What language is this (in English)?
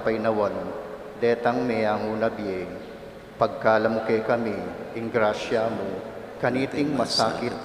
Pampanga